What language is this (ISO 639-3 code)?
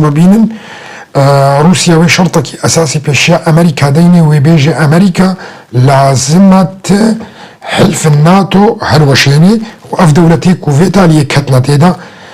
kur